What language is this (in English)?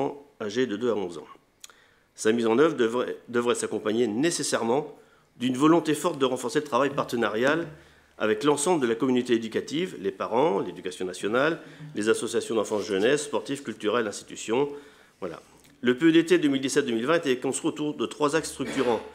French